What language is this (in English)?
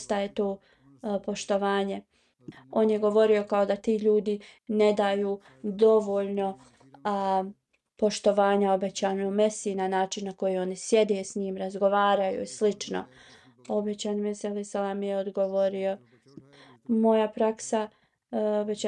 Bosnian